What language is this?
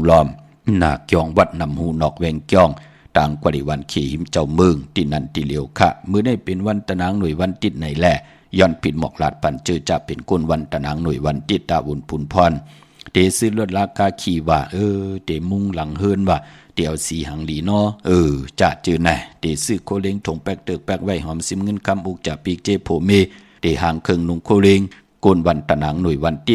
Shan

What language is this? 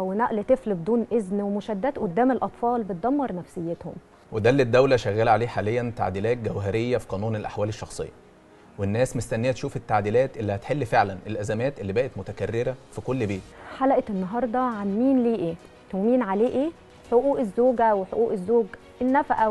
Egyptian Arabic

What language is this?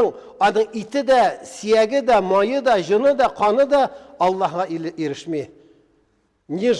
Tatar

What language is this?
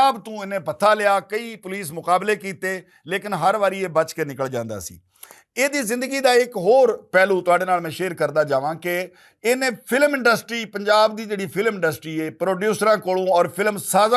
Western Panjabi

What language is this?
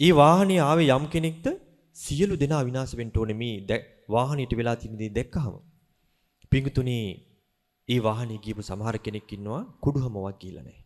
Sinhala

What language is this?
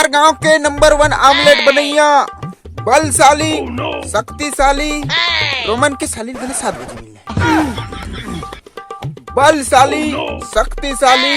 Chhattisgarhi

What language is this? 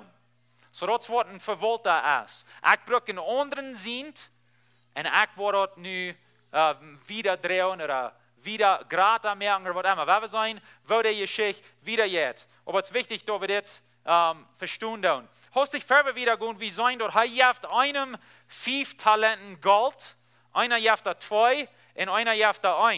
Plautdietsch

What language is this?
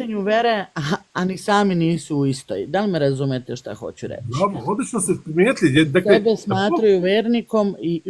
Bosnian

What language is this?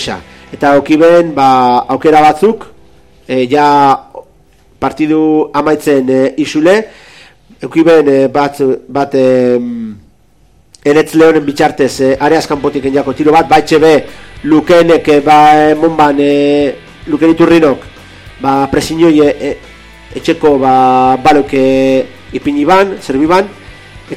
Basque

